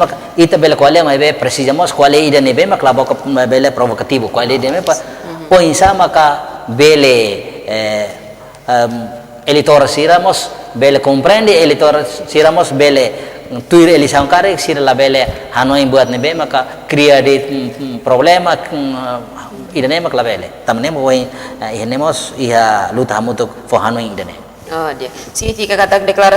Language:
Tetum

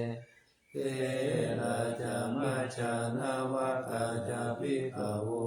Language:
Pali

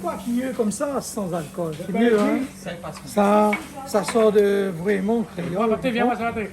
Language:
Réunion Creole French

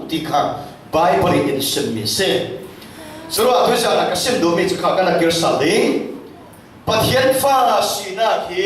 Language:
Falam Chin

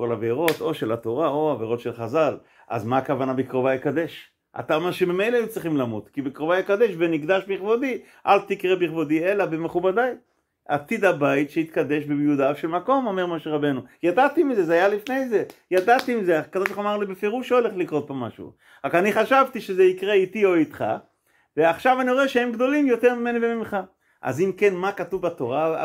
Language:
Hebrew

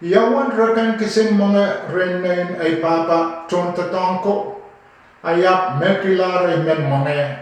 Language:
Pohnpeian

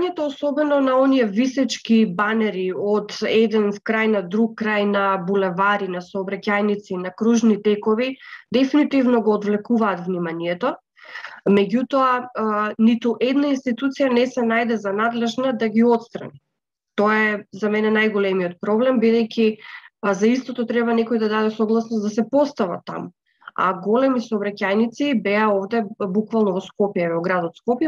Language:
Macedonian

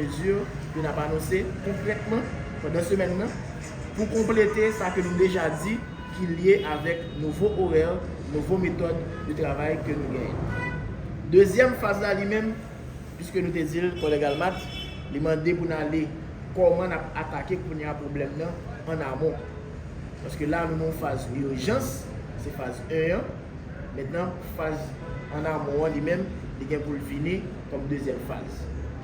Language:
Haitian Creole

